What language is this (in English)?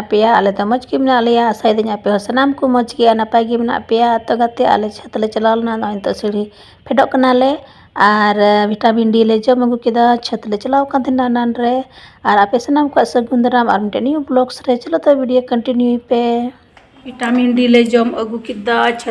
Santali